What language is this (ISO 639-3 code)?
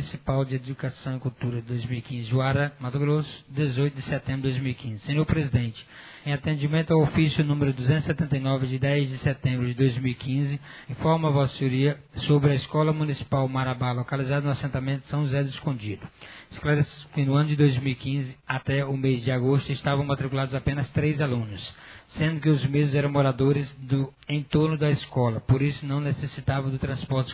por